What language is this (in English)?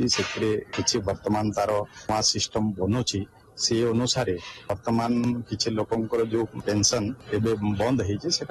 Odia